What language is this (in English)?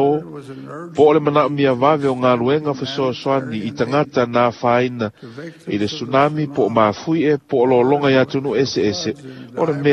Samoan